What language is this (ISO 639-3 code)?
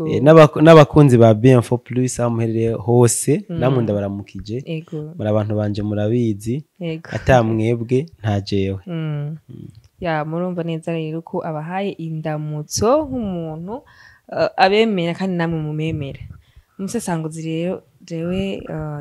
run